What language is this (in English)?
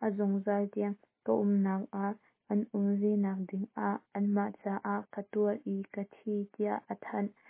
Hakha Chin